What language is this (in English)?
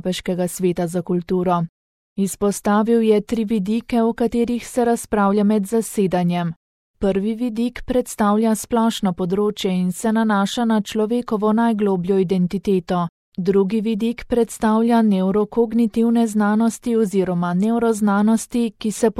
Slovenian